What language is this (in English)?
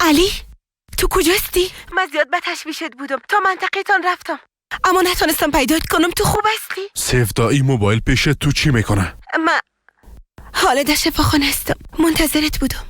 Persian